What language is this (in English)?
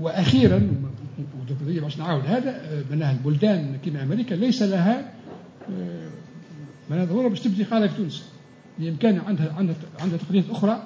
Tunisian Arabic